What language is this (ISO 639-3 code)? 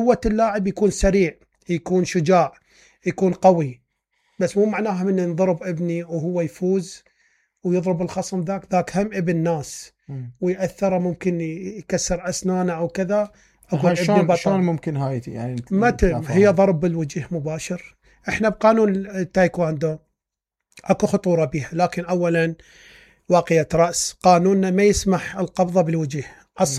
acm